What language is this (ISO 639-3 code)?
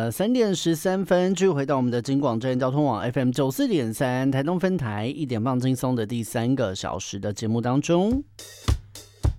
zho